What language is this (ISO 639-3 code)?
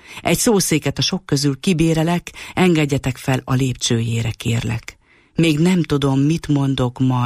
hun